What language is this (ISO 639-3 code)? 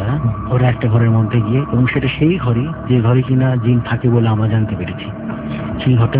ben